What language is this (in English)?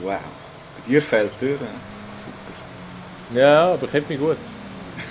Swiss German